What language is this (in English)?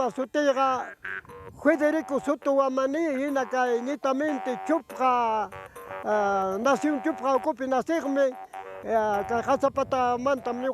Ayacucho Quechua